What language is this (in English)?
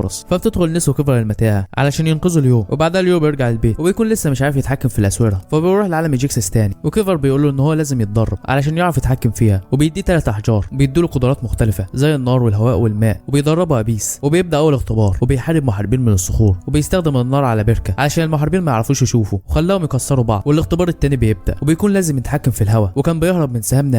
Egyptian Arabic